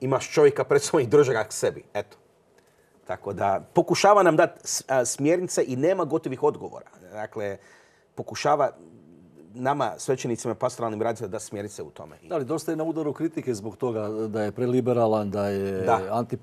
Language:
Croatian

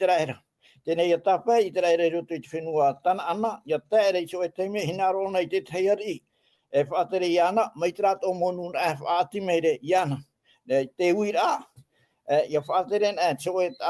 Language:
Tahitian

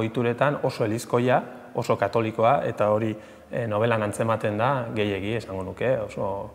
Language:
Basque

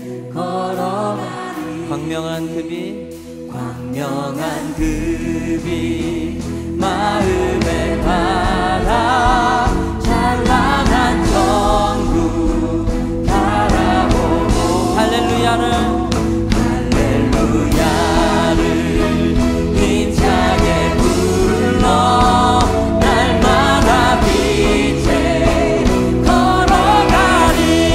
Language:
Korean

